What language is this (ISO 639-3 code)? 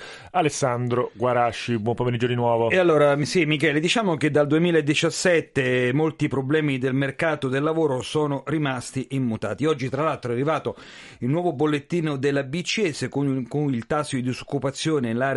ita